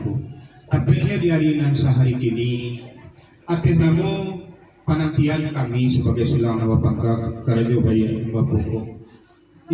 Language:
Minangkabau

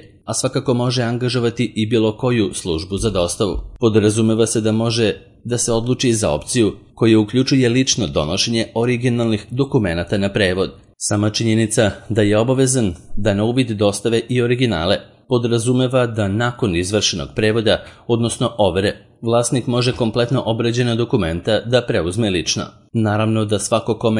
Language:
Serbian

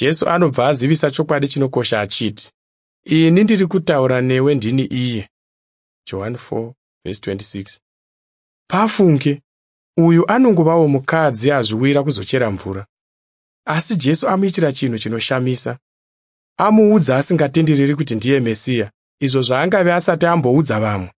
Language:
Shona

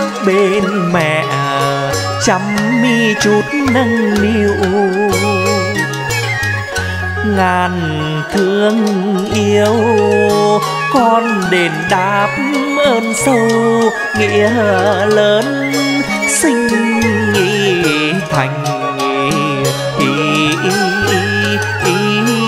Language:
Vietnamese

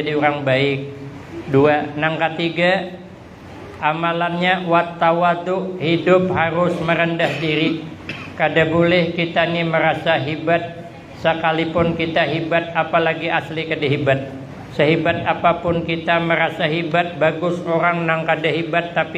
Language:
Banjar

